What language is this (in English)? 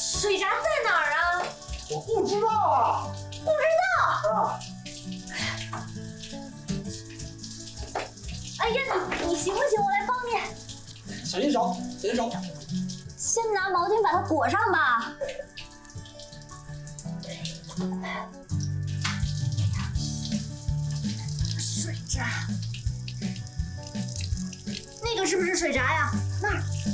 Chinese